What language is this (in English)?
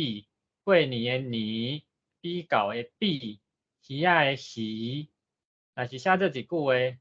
Min Nan Chinese